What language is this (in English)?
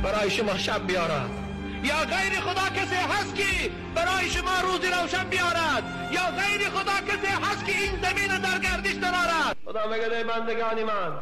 Tajik